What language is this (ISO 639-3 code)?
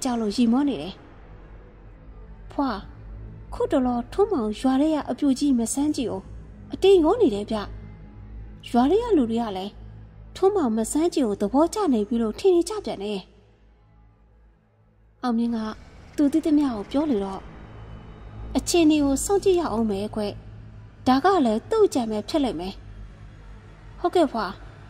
mya